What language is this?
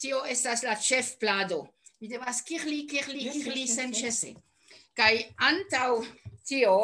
Esperanto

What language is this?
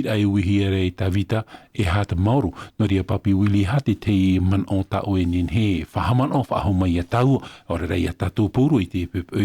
Tahitian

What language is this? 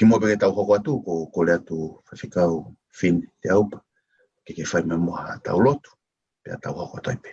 Tongan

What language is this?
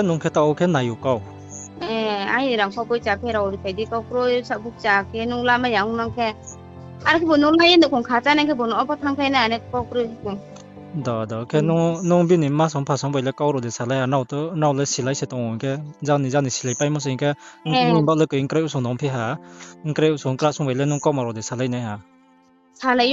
Riang (India)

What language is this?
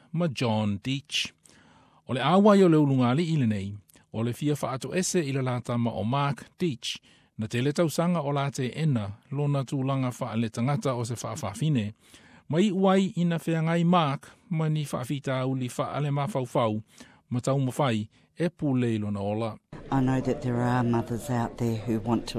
Samoan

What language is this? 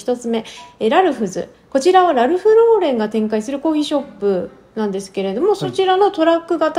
Japanese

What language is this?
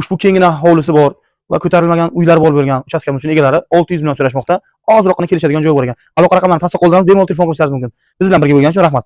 Uzbek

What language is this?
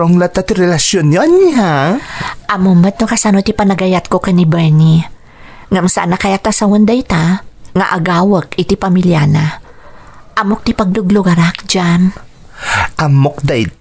Iloko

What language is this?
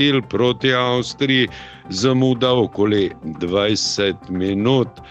Slovenian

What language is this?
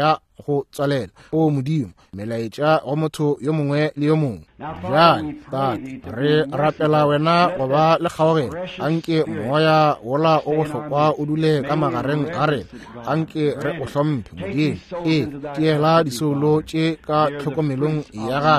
Northern Sotho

